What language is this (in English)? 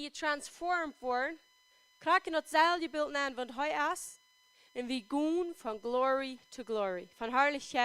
Plautdietsch